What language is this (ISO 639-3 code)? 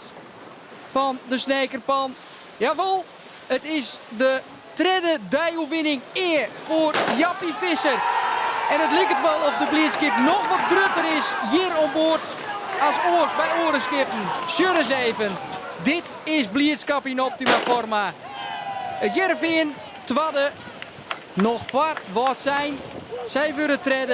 fry